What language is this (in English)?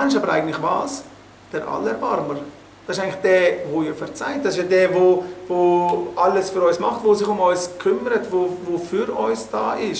Swiss German